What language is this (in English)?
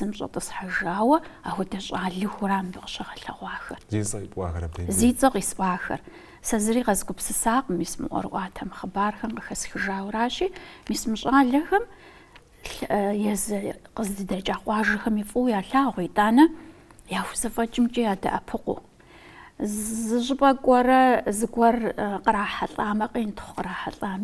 Kabardian